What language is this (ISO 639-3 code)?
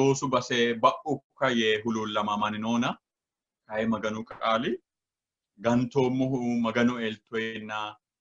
sid